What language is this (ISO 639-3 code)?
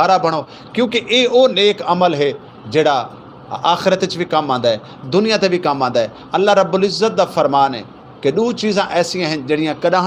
skr